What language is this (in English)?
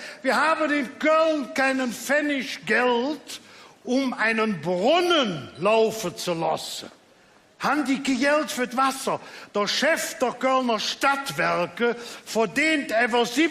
Colognian